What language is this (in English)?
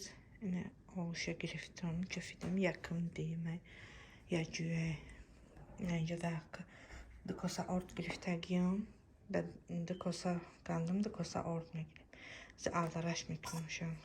Tajik